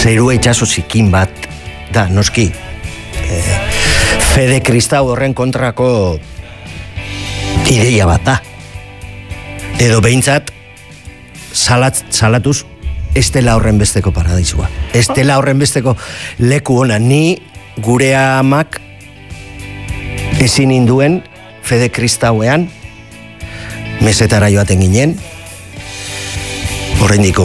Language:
Basque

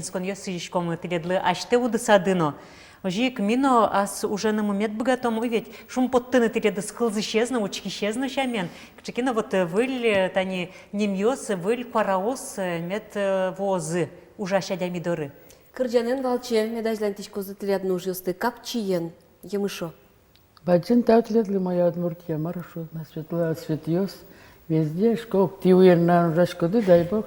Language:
Udmurt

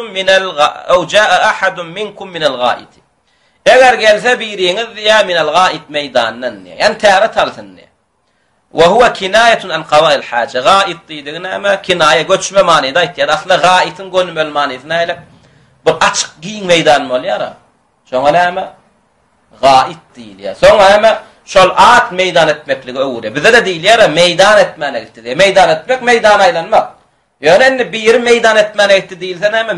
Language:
Turkmen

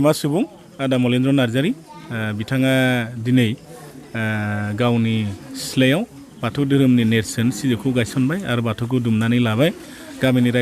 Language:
Bodo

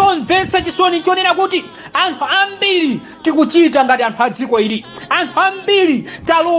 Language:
Nyanja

